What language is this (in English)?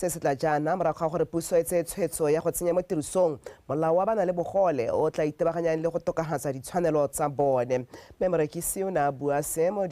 Tswana